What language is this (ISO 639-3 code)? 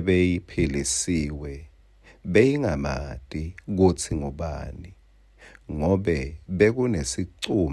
ssw